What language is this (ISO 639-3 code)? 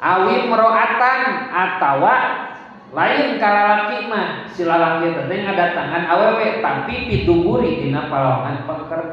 sun